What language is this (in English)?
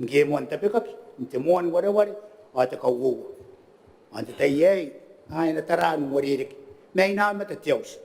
Gilbertese